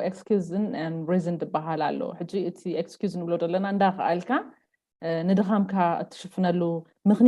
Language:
Tigrinya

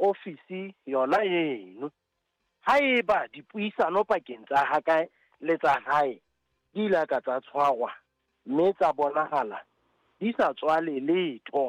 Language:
Southern Sotho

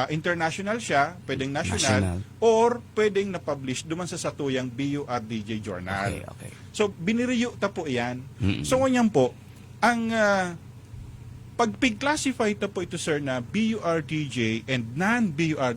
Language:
Bikol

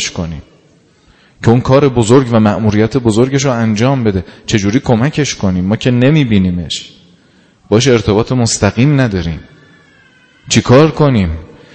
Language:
Persian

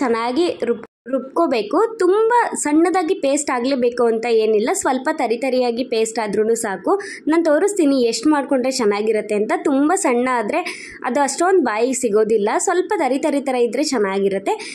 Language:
Kannada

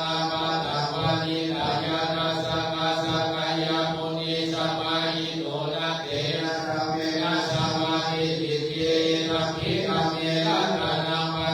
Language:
Pali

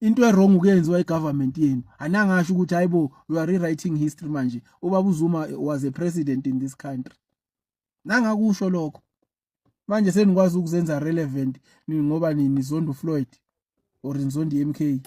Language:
Zulu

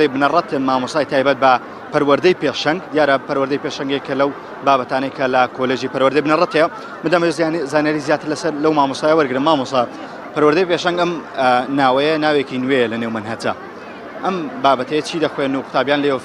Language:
Central Kurdish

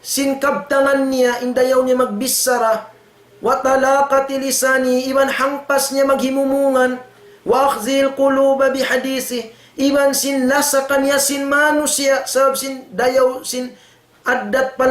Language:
Tausug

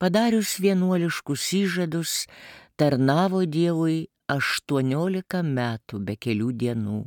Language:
Lithuanian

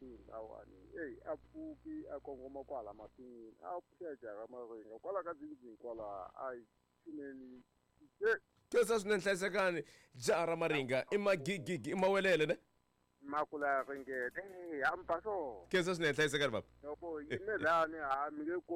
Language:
Tsonga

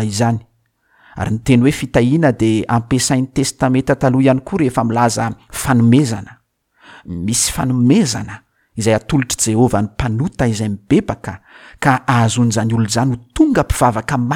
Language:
Malagasy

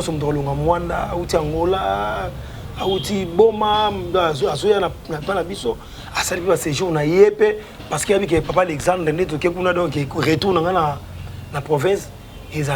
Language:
Lingala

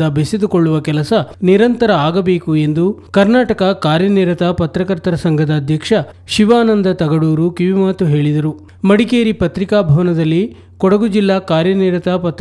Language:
Kannada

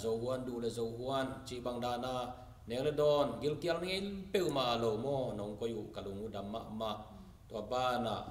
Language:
Tedim Chin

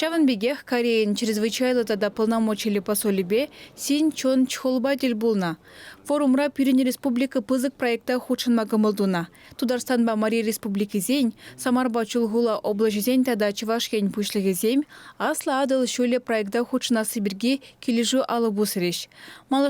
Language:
Chuvash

